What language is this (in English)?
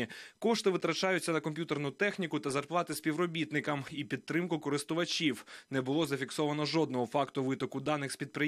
Ukrainian